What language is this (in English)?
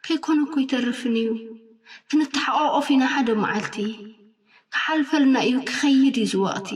Tigrinya